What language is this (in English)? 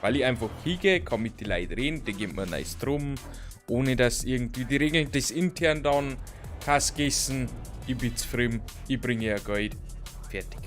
Bavarian